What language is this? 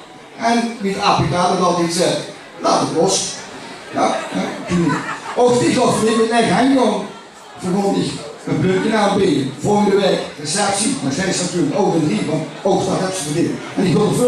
Limburgish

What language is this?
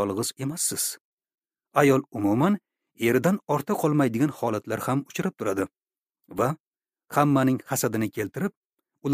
Uzbek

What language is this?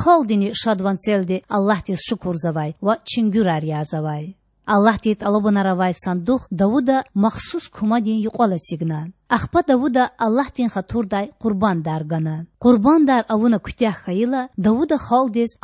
Lezghian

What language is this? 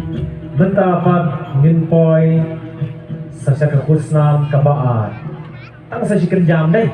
Khasi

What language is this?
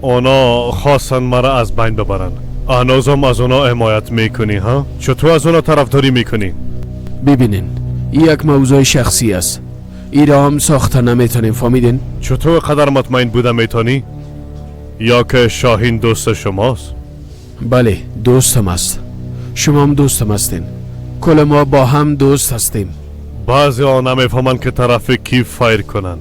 Persian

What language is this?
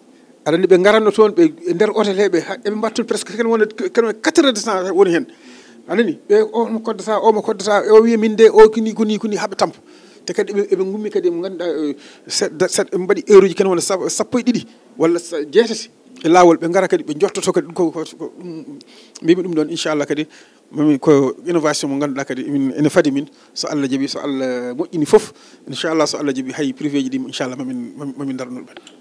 Fula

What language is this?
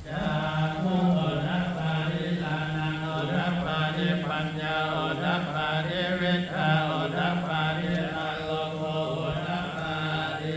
Pali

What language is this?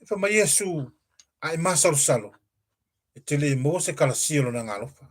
Samoan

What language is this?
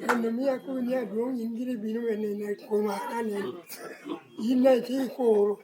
Lango (Uganda)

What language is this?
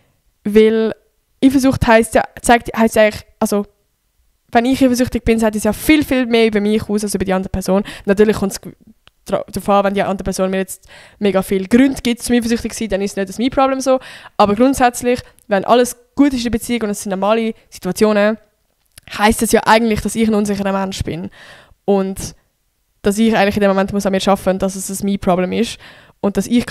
Swiss German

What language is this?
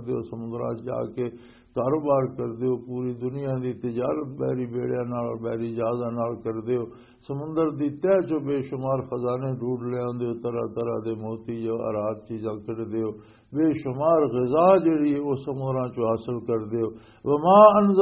Western Panjabi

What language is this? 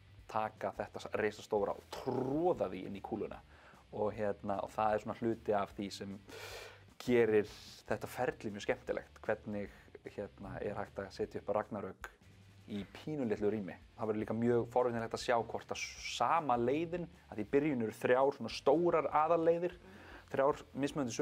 Icelandic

